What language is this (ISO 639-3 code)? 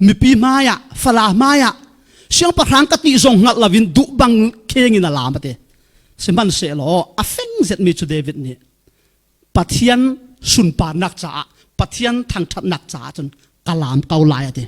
cfm